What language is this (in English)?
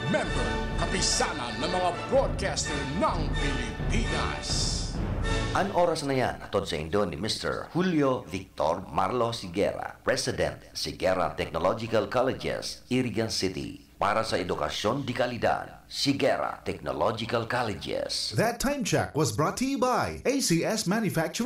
Bikol